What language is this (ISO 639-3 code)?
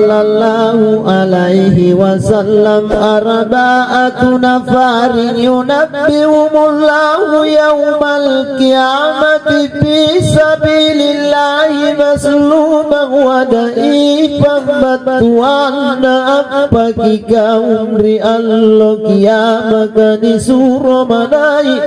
mak